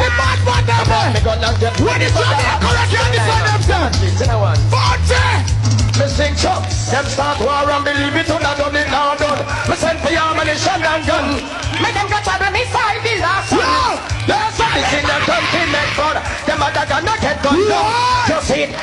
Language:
Jamaican Creole English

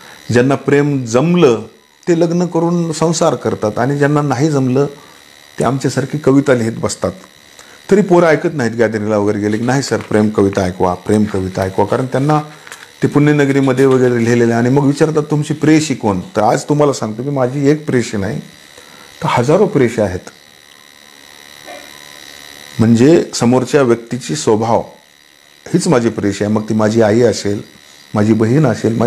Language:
Marathi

